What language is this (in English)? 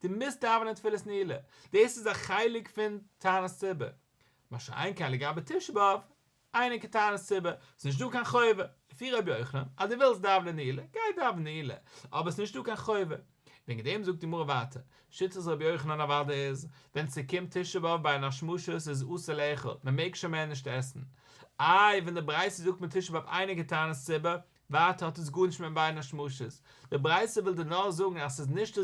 Yiddish